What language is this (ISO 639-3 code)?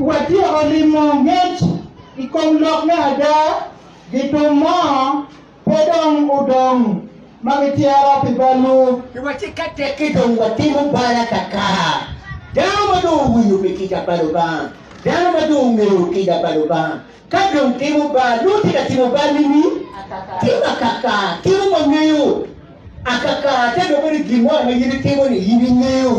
ach